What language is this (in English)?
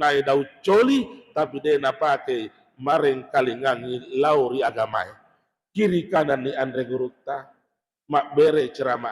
Buginese